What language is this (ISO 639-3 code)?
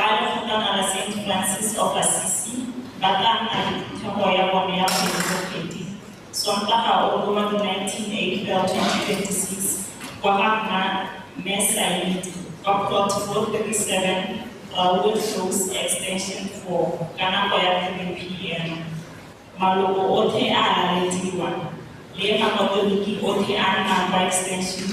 tsn